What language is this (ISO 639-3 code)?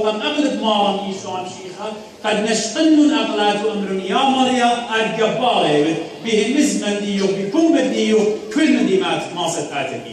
aii